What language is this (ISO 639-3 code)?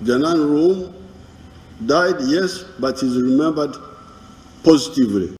nyn